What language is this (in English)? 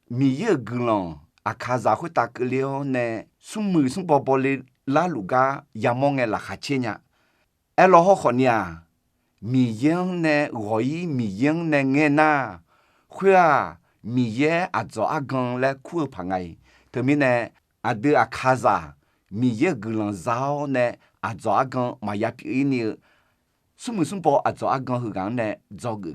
Akha